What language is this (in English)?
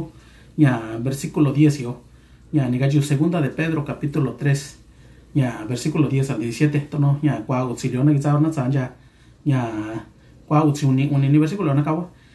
Mixtepec Mixtec